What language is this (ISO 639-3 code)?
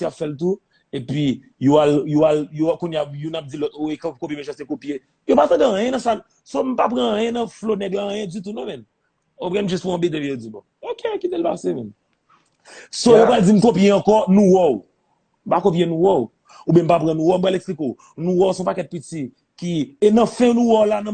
hat